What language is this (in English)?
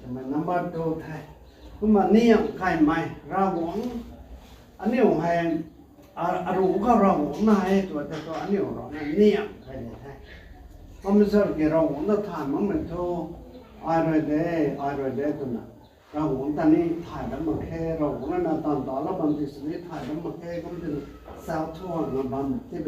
Rongmei Naga